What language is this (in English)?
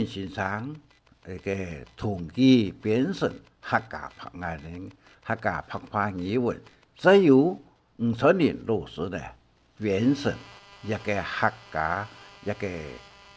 Hakka Chinese